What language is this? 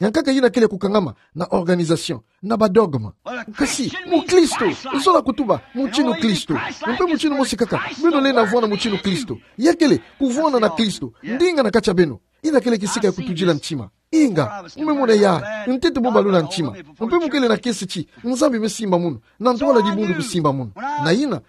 Kituba (Democratic Republic of Congo)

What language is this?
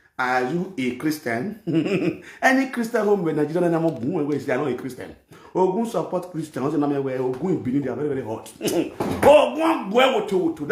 Nigerian Pidgin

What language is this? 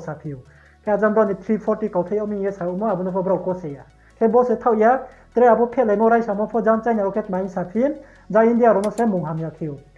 Riang (India)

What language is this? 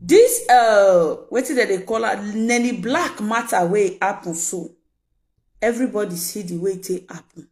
Nigerian Pidgin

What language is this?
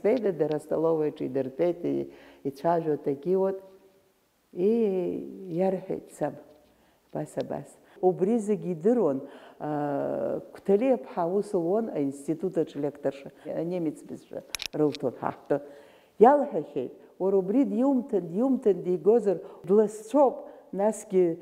Abkhazian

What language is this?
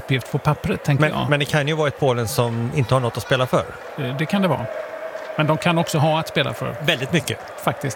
Swedish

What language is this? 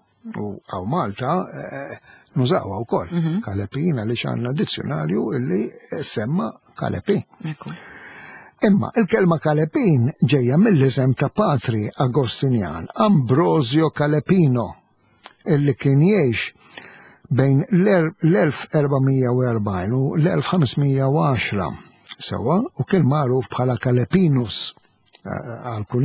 Maltese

